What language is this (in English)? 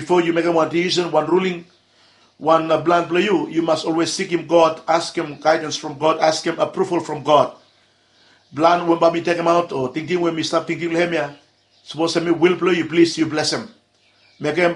Bislama